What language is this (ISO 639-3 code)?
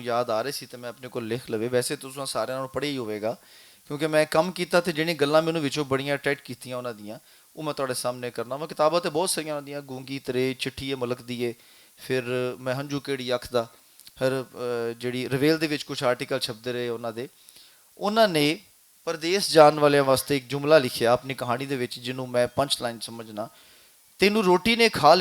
lah